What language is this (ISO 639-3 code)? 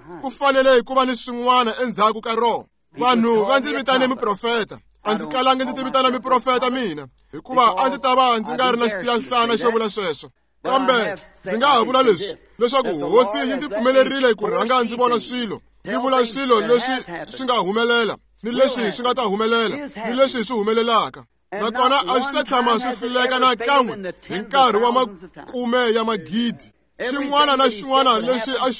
tso